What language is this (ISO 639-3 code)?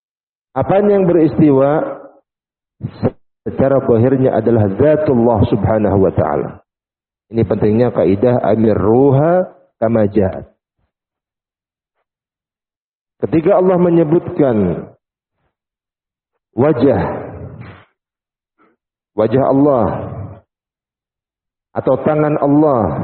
ind